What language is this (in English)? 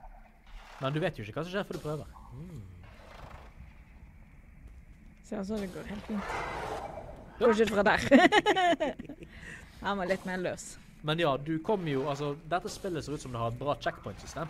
Norwegian